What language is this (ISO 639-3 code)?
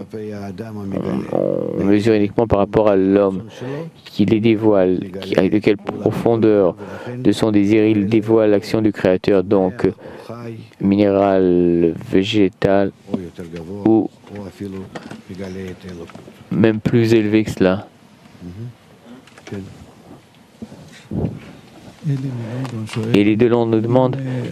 fra